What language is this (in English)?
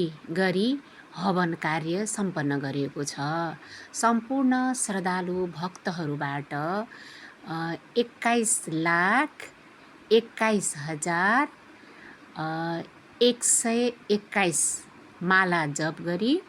Nepali